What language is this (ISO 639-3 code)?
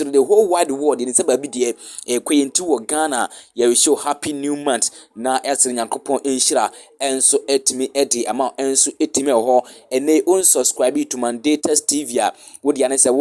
aka